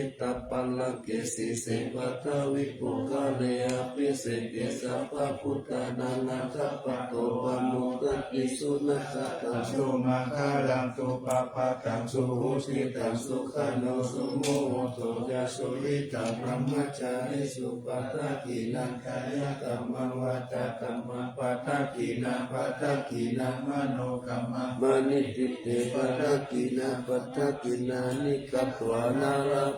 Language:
Pali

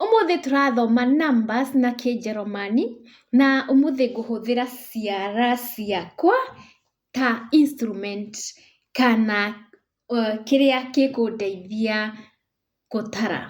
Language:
Kikuyu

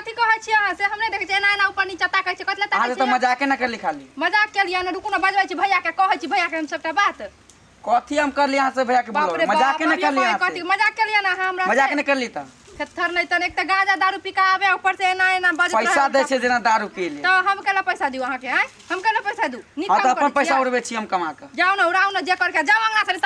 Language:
Maithili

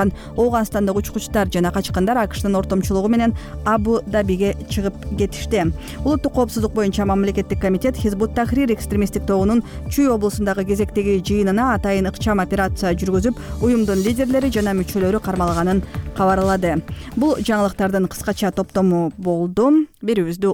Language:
Kyrgyz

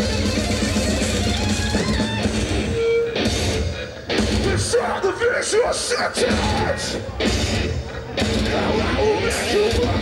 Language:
English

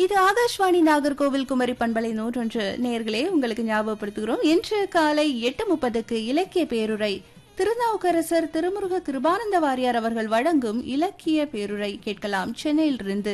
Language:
Tamil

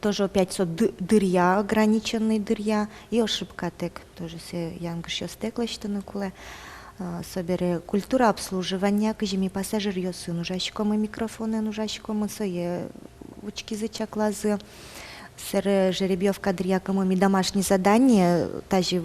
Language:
Udmurt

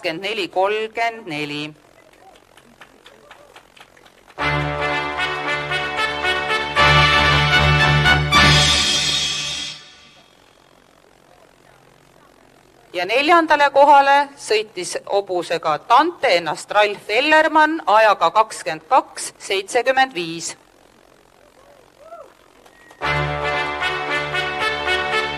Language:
Estonian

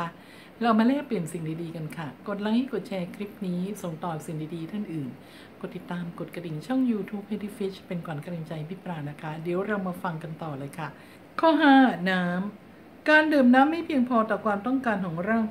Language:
Thai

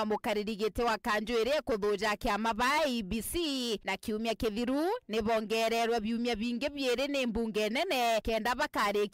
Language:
Meru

